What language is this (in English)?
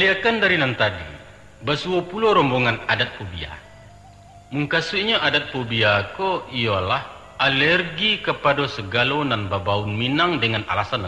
Minangkabau